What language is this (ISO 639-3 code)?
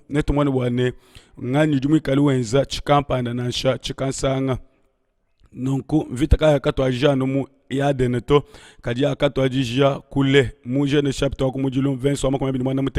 lua